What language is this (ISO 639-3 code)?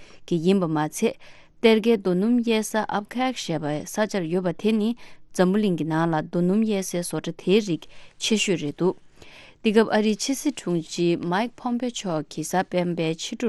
bod